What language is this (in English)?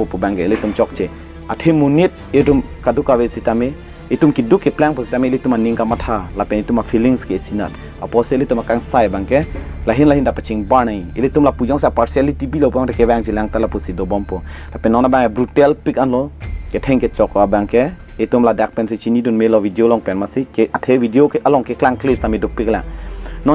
Karbi